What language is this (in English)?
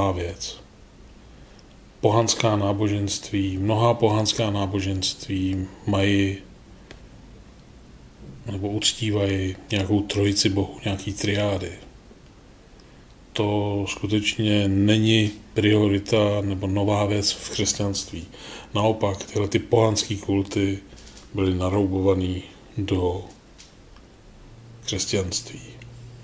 Czech